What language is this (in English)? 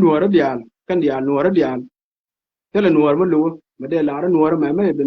Nuer